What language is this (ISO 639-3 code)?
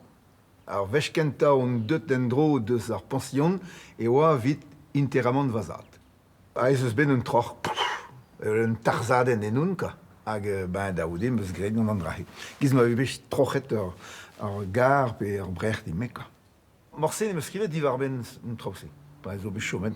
bre